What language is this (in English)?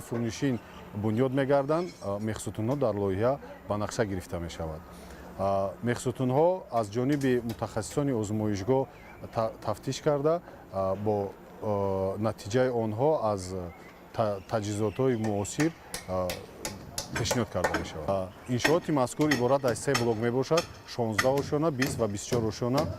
Tajik